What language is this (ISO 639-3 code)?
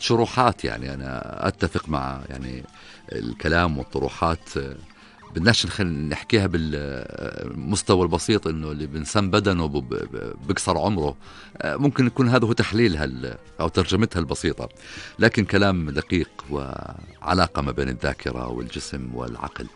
apc